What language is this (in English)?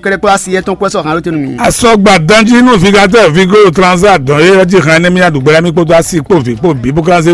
Fon